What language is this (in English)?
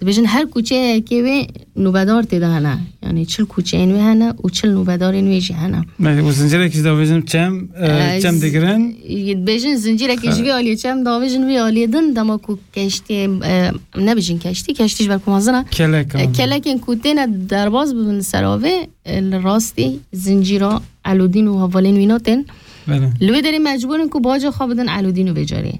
Kurdish